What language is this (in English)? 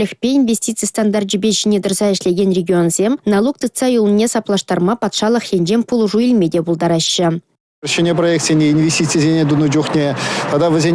Chuvash